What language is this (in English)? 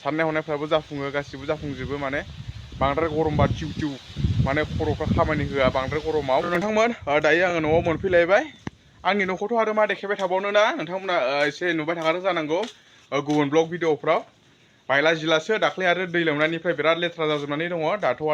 Bodo